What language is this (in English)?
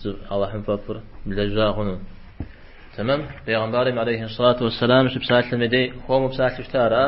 Kabardian